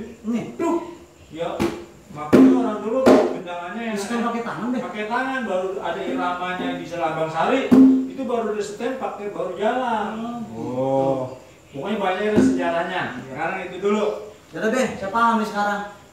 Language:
Betawi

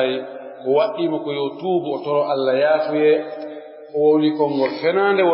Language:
Pular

